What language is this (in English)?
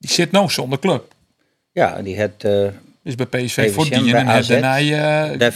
Western Frisian